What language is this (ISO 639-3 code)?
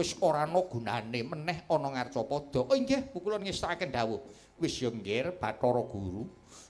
jav